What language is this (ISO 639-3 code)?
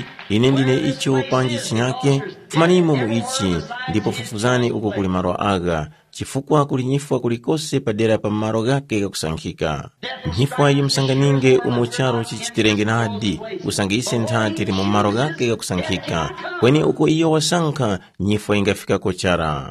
tum